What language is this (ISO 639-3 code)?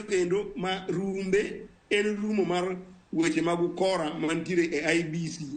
luo